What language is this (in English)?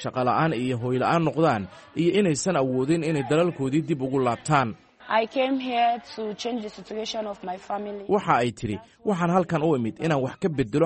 Somali